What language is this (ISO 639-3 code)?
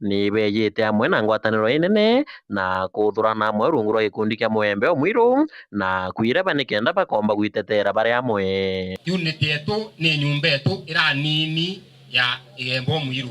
mer